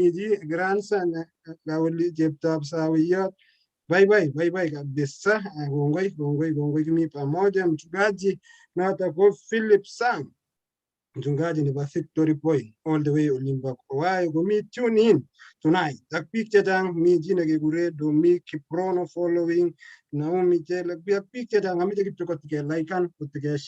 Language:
Kalenjin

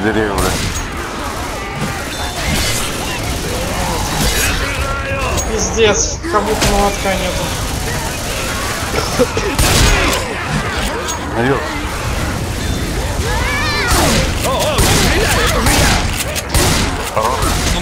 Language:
Russian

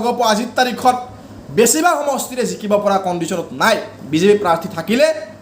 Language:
Assamese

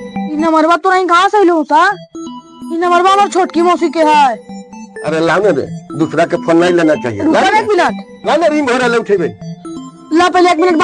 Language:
Magahi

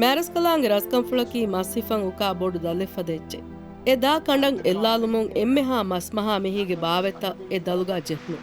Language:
Divehi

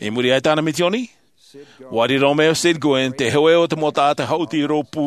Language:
Tahitian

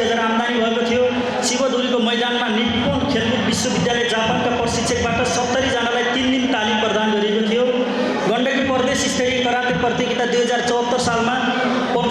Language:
Nepali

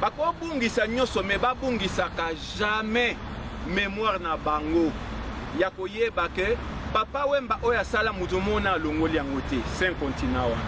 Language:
Lingala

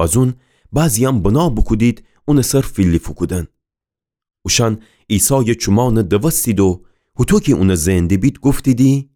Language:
Gilaki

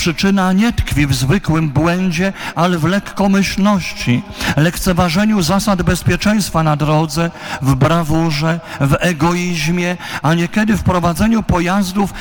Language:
Polish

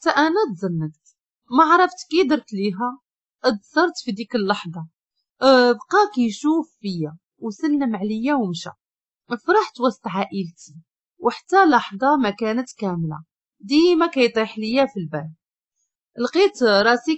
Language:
Moroccan Arabic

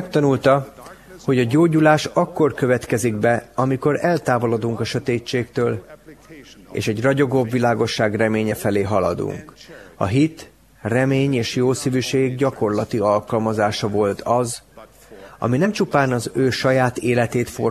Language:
Hungarian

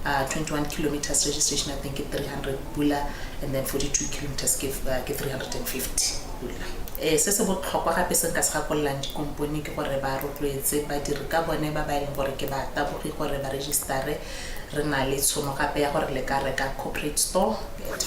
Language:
Tswana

